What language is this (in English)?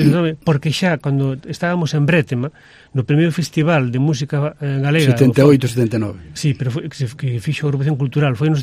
Galician